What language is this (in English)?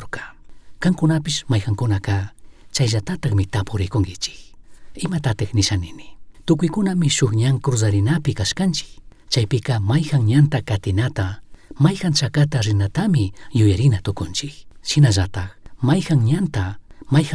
Chimborazo Highland Quichua